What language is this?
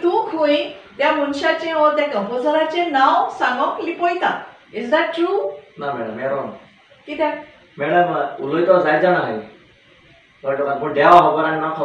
Konkani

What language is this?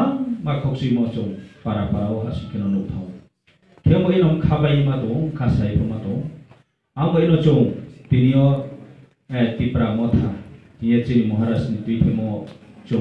Riang (India)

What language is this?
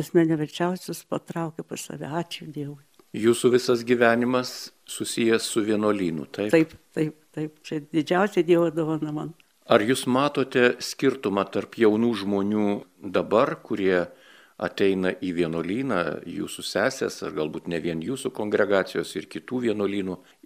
Lithuanian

